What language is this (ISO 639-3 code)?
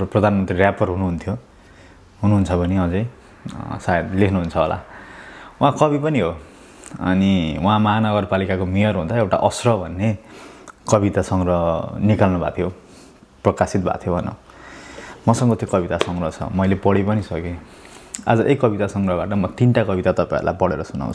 nep